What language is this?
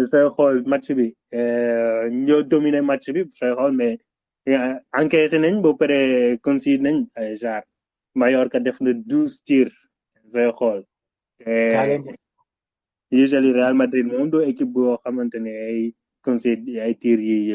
Wolof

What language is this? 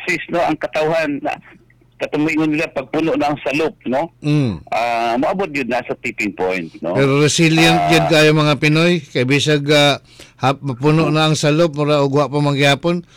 Cebuano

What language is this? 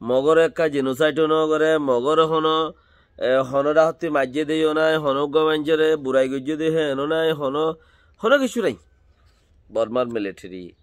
Rohingya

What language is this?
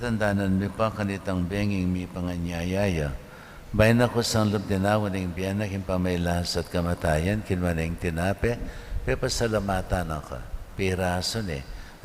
Pampanga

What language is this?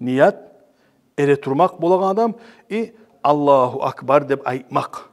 Kumyk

